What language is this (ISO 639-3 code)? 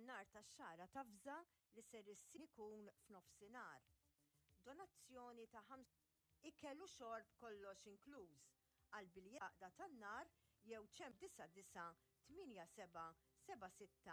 mlt